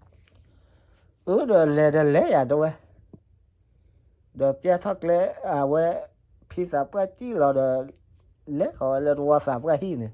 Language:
S'gaw Karen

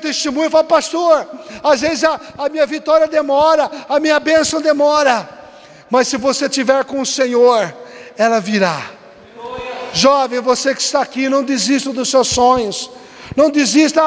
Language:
Portuguese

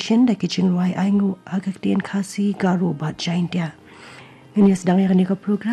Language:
Khasi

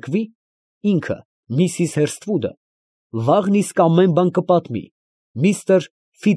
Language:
Armenian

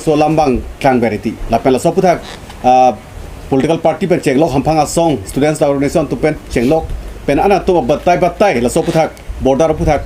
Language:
Karbi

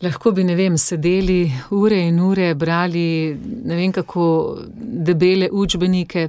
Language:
Slovenian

